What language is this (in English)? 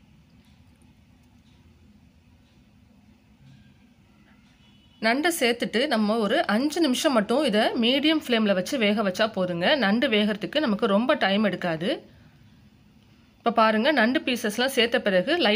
Tamil